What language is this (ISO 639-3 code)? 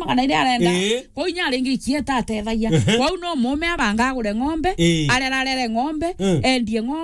mer